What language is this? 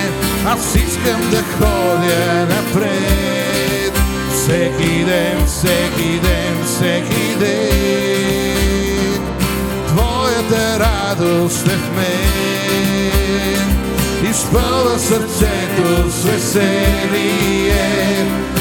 Bulgarian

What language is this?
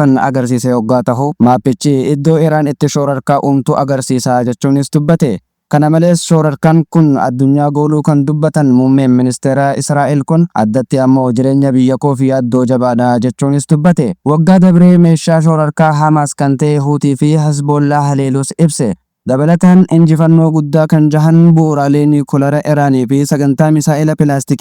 Oromo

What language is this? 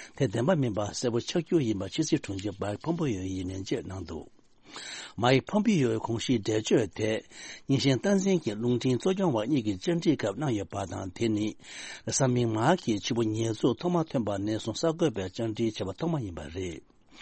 Tibetan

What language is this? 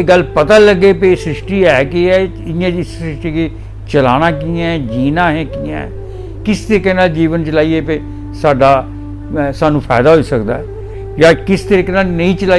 Dogri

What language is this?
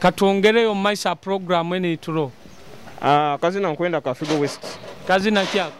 Nyoro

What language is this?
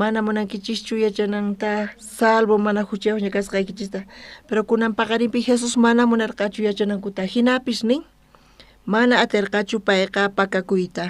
South Bolivian Quechua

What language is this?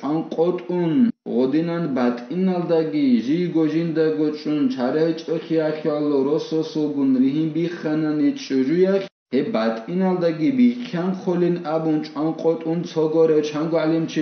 Avaric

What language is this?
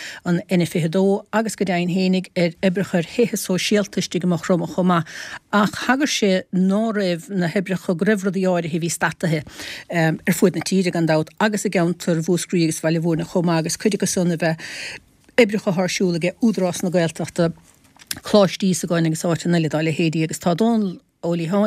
Irish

